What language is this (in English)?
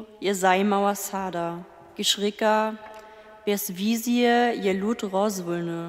Upper Sorbian